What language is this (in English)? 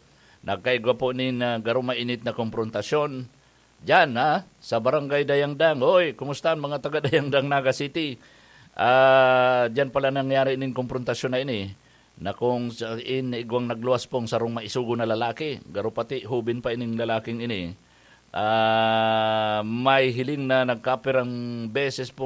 Bikol